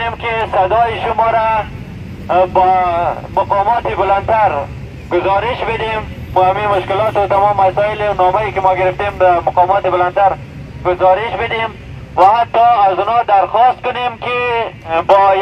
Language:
Persian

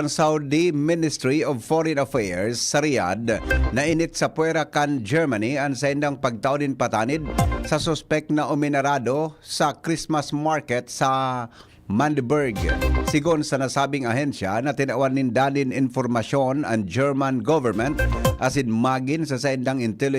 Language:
Bikol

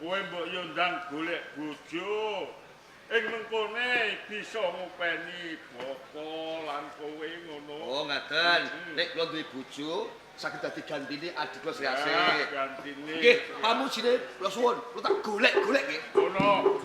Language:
Javanese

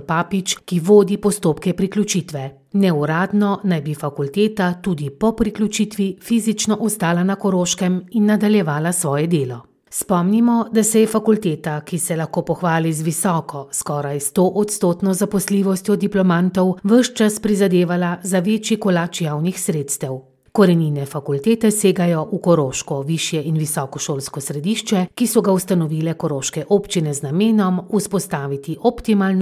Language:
Slovenian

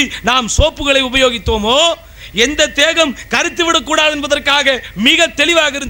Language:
Tamil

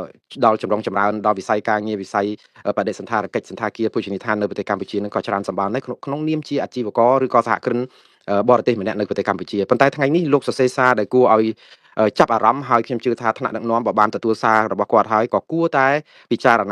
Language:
Khmer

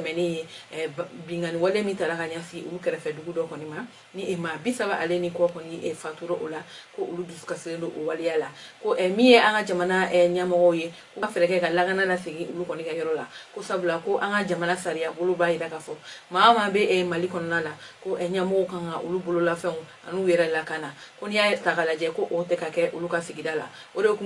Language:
Bambara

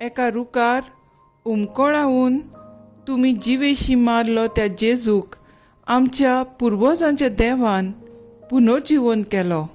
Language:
Konkani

